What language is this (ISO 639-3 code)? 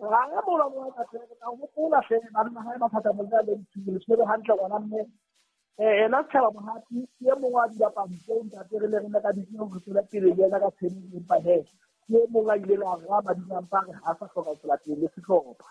sot